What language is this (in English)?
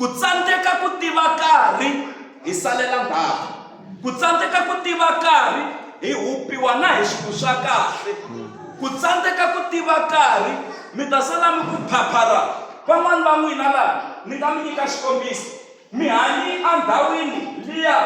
Tsonga